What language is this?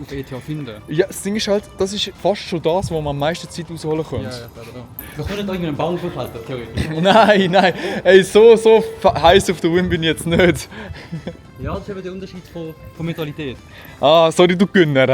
Swiss German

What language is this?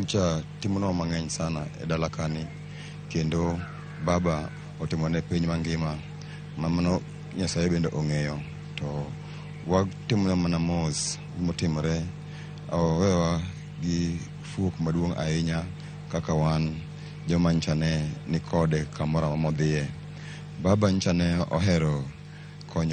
Luo (Kenya and Tanzania)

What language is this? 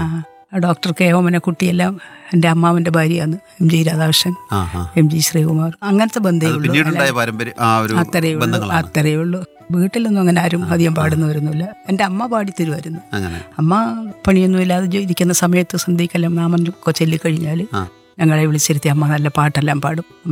Malayalam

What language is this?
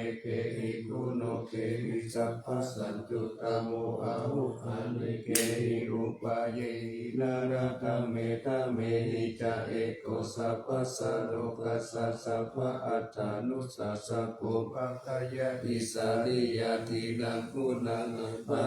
Pali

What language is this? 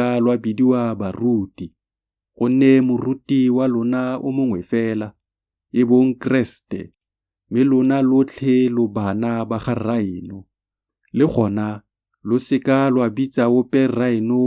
Tswana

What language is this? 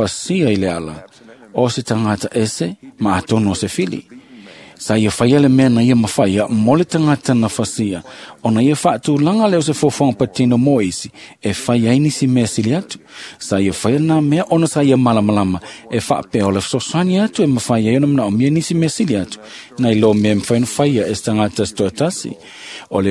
Samoan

